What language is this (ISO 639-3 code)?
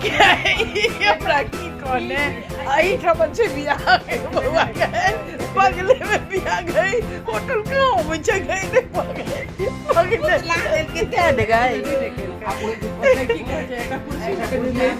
mai